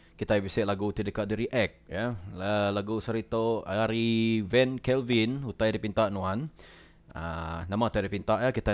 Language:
Iban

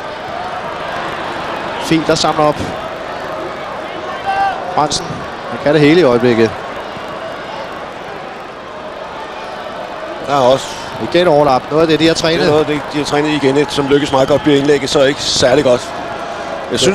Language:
Danish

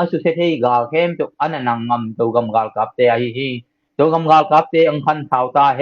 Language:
Tedim Chin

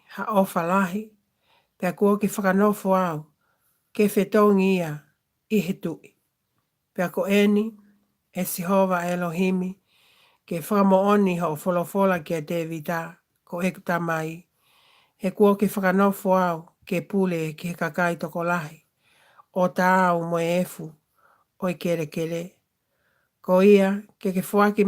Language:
Tongan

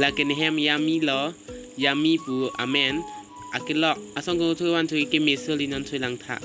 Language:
Karbi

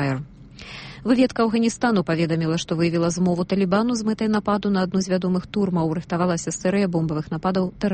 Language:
Belarusian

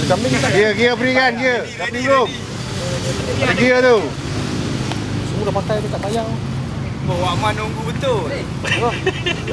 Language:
Malay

